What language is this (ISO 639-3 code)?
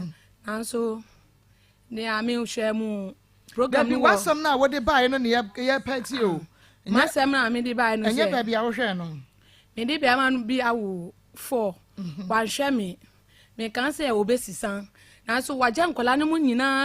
aka